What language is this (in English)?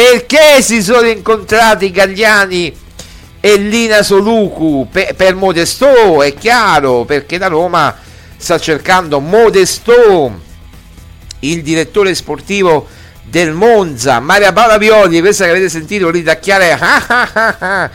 Italian